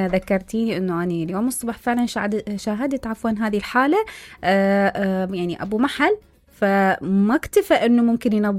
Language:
Mesopotamian Arabic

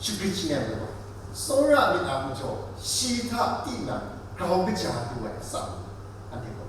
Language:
Kachin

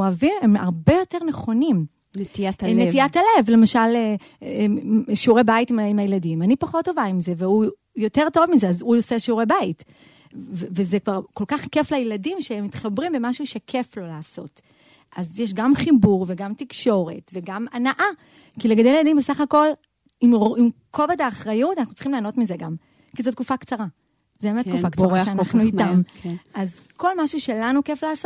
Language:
Hebrew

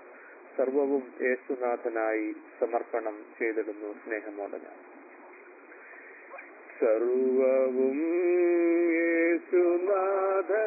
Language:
Malayalam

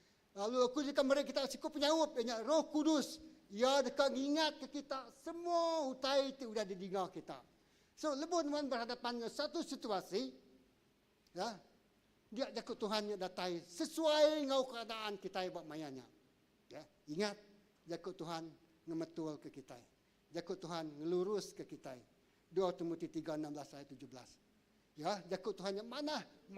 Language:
Iban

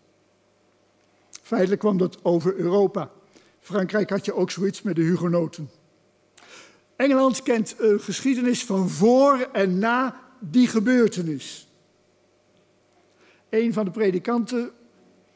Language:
Dutch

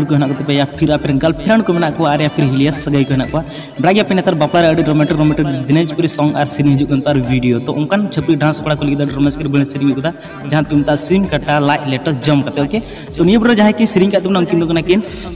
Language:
Santali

